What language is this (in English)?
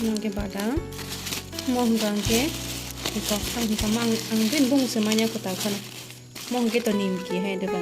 Kok Borok